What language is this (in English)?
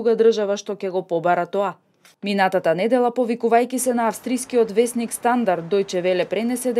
Macedonian